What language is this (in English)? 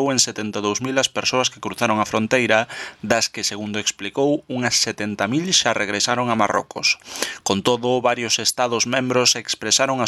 Galician